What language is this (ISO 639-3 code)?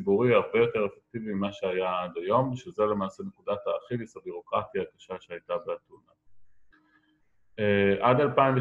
heb